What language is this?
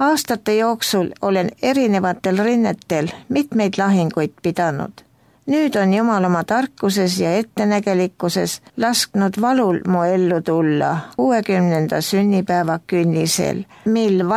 Estonian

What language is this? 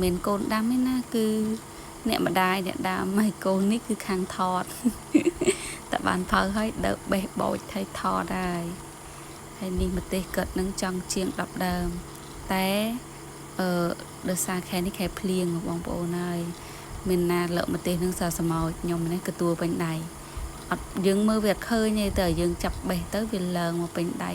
Khmer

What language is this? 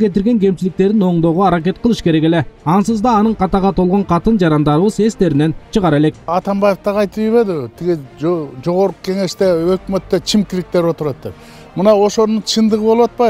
Kyrgyz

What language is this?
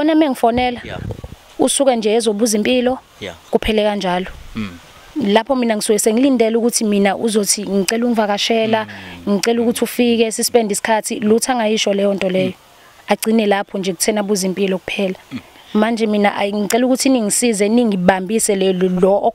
Zulu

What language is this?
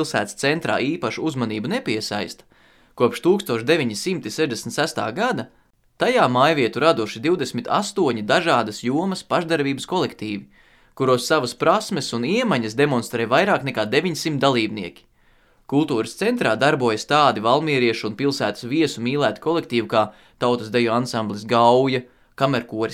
Latvian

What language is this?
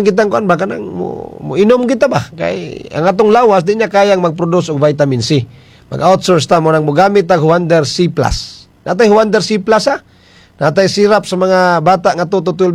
Cebuano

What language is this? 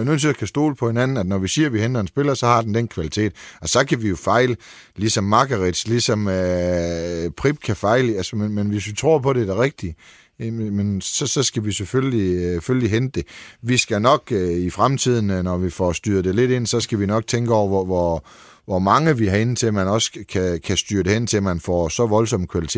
Danish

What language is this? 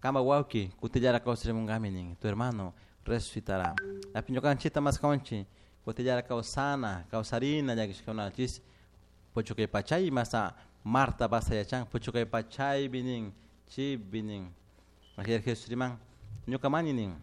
Chimborazo Highland Quichua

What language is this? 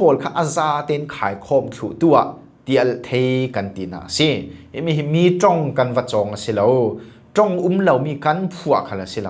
Falam Chin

